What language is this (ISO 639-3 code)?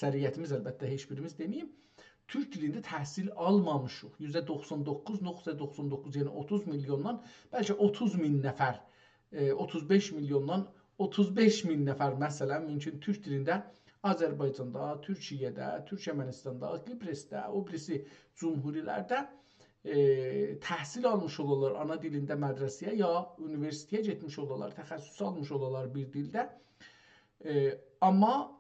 azb